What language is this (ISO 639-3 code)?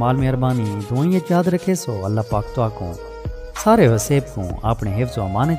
skr